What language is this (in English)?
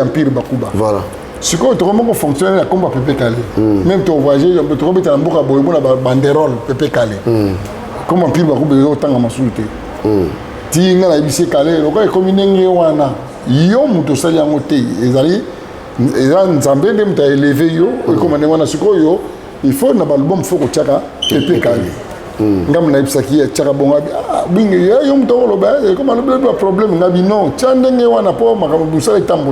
Lingala